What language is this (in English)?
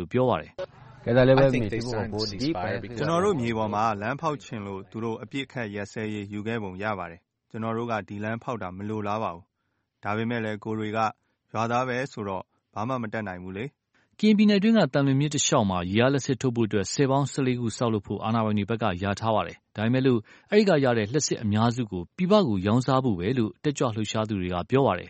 Burmese